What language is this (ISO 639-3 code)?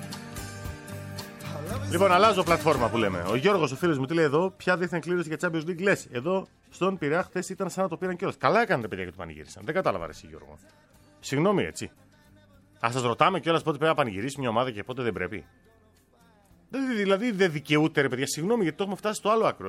ell